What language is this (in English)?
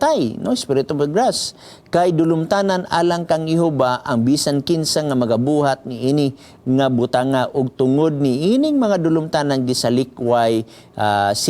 Cebuano